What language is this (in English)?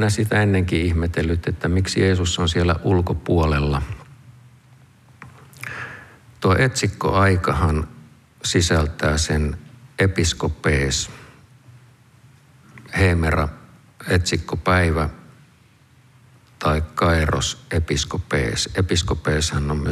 Finnish